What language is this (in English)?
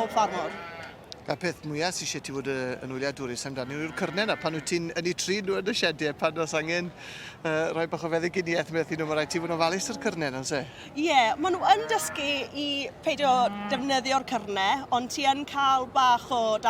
Welsh